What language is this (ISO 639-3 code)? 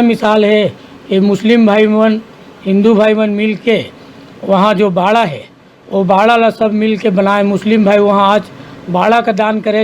hne